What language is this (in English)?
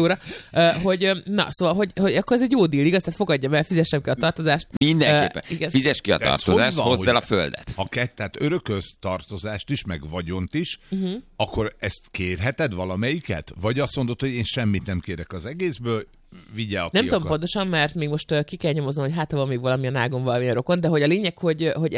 Hungarian